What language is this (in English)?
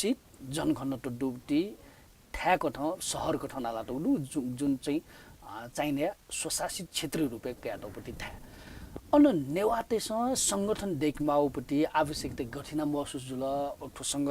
Newari